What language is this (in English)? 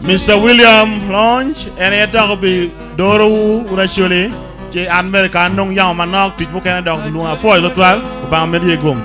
Acoli